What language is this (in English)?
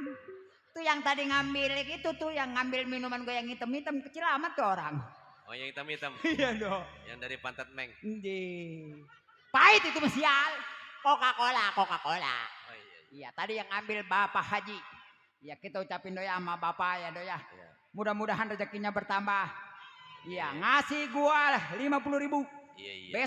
Betawi